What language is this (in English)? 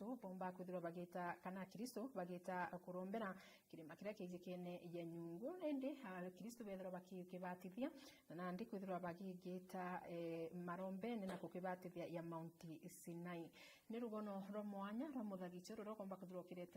Meru